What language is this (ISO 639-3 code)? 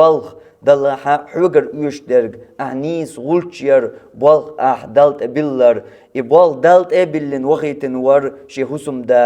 che